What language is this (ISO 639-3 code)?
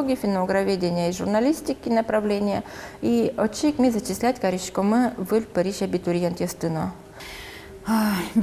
udm